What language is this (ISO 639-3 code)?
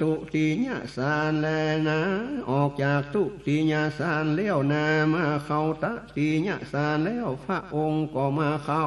nod